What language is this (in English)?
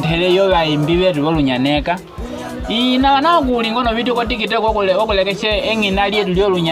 Nyaneka